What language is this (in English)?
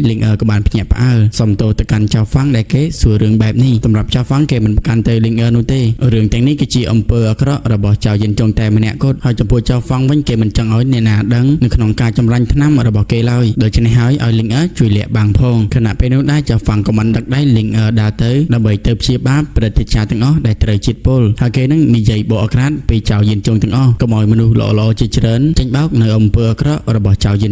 Khmer